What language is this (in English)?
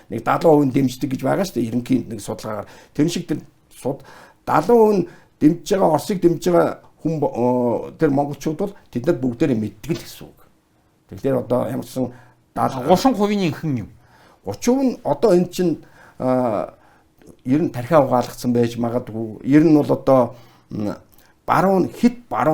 Mongolian